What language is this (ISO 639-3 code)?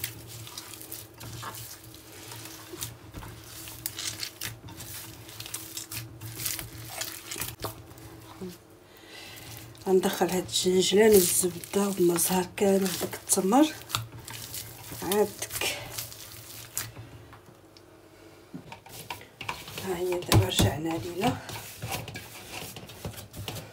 ary